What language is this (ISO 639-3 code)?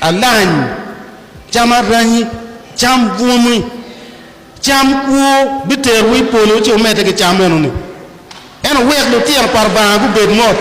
ach